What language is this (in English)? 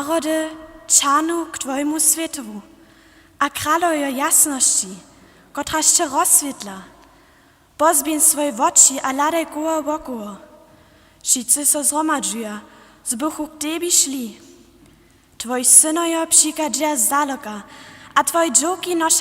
Upper Sorbian